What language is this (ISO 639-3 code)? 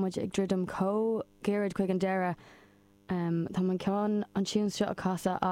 gle